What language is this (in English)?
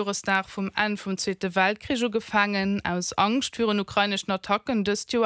Luxembourgish